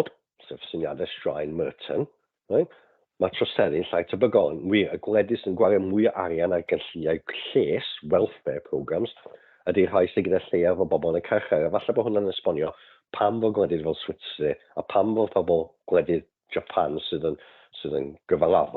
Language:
Welsh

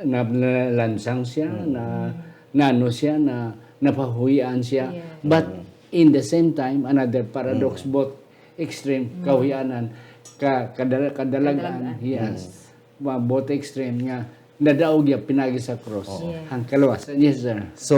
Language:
Hiligaynon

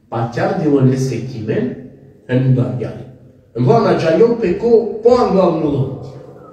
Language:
Balkan Romani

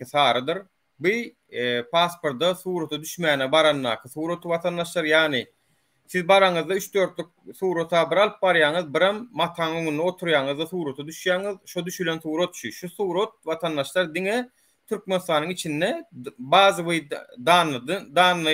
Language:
Turkmen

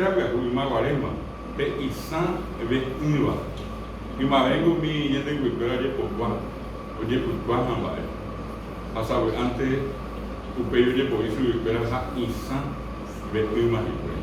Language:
Guarani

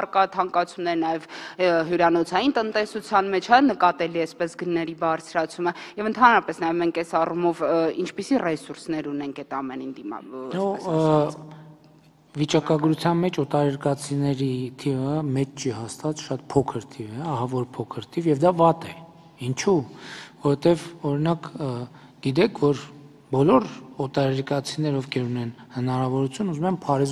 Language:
Armenian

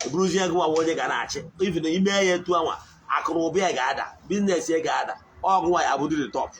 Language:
Igbo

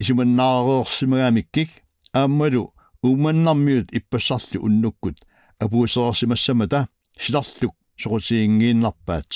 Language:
Kalaallisut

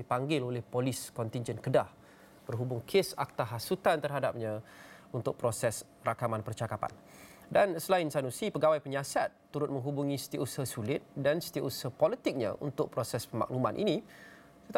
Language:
Malay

